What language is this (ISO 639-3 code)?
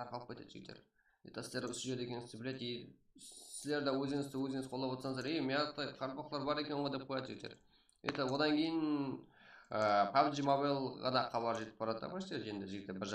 kaa